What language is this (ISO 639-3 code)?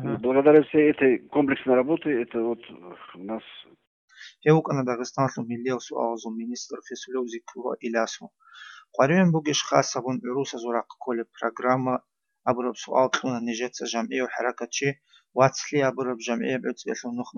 ava